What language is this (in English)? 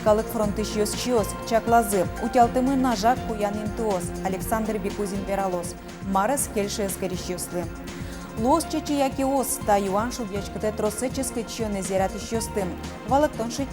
Udmurt